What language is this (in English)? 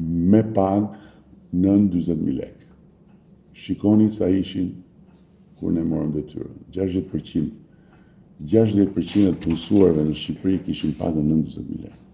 Albanian